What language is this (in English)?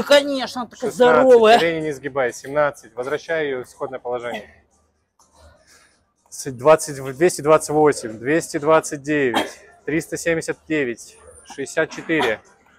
Russian